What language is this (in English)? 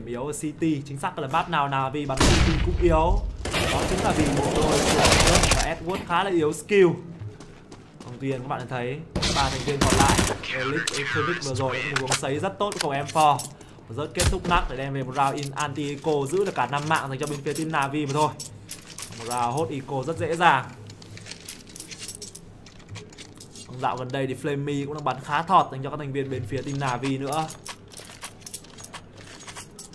Vietnamese